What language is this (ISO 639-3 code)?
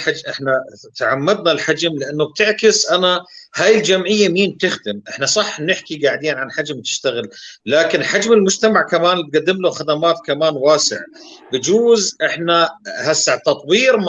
apc